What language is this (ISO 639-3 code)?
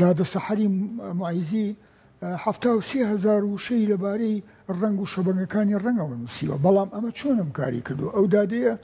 ckb